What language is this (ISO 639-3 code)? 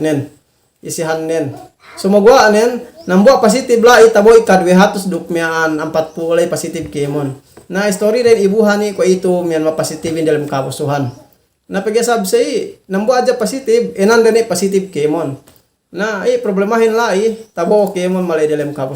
yka